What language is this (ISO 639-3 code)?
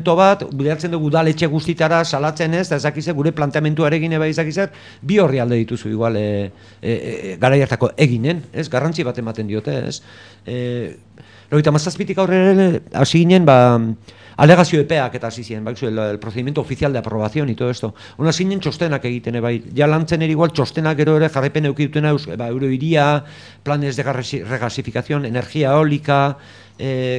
eus